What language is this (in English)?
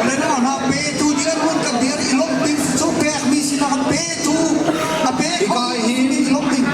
Hakha Chin